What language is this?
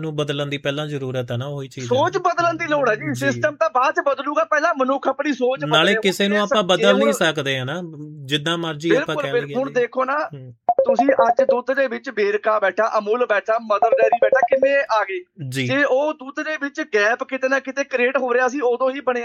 Punjabi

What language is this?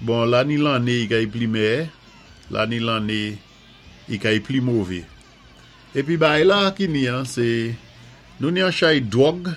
Saint Lucian Creole French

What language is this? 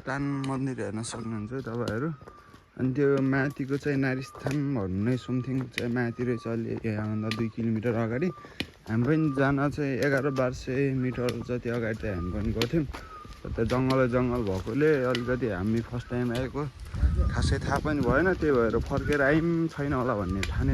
Nepali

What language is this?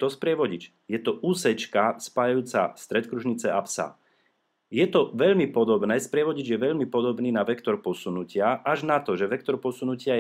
Slovak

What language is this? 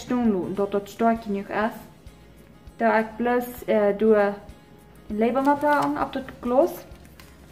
Plautdietsch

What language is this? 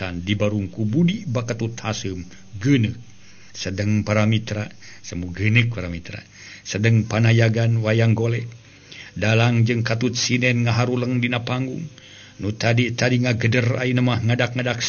Sundanese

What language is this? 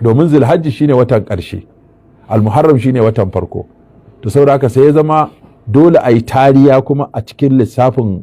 Hausa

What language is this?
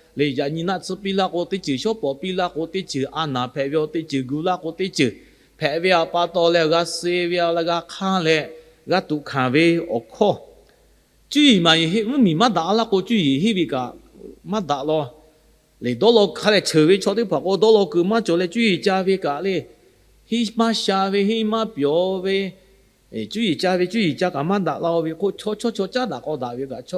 Lahu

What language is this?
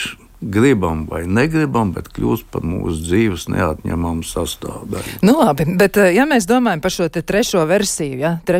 Latvian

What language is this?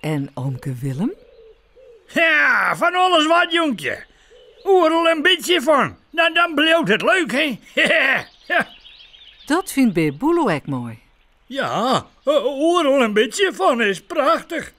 Western Frisian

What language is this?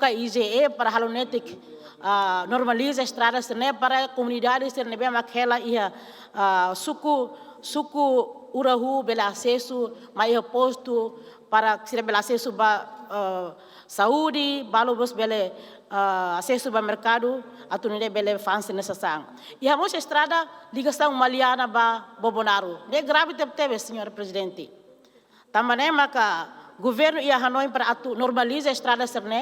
Tetum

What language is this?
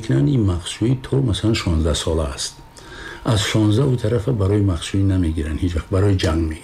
Tajik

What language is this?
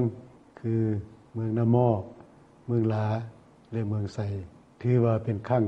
Lao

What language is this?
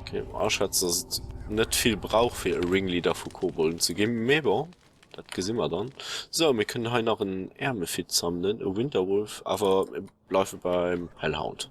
Luxembourgish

